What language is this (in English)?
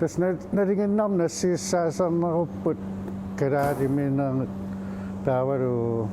Kalaallisut